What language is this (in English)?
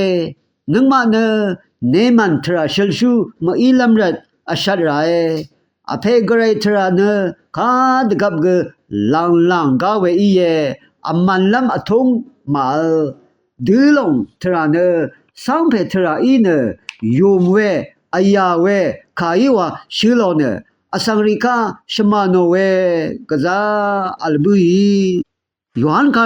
Rawang